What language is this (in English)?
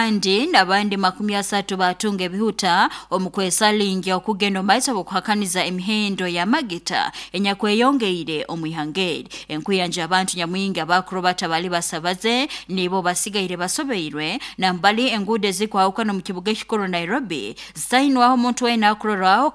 Nyoro